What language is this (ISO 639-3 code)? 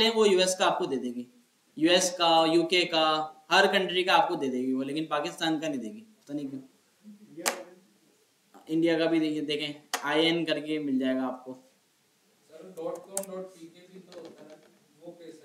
hin